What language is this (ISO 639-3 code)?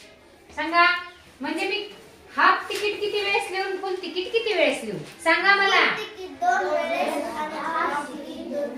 mar